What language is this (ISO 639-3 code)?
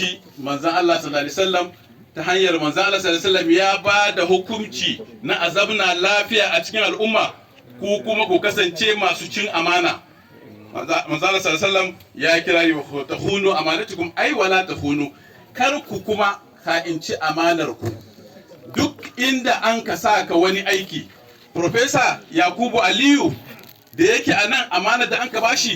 hau